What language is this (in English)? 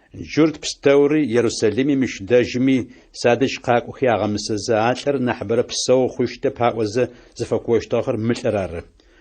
Adyghe